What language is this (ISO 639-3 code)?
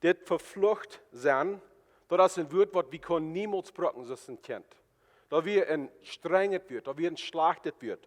pdt